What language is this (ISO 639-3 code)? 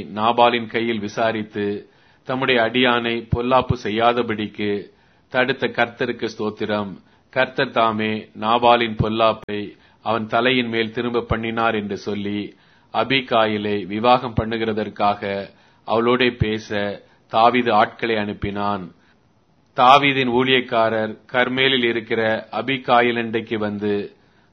tam